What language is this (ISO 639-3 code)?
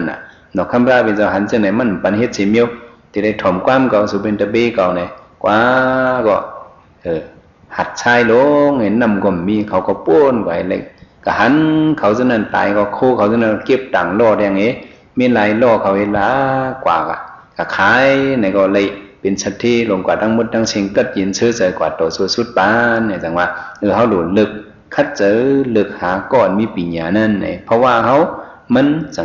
shn